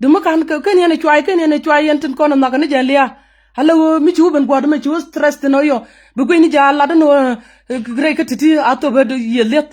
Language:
Nuer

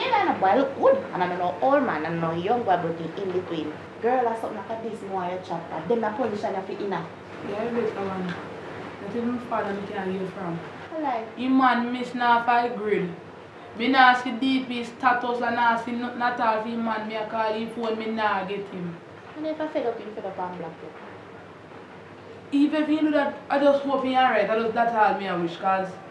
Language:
Jamaican Creole English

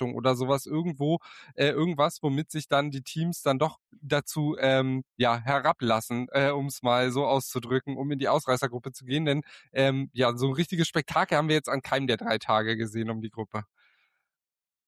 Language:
German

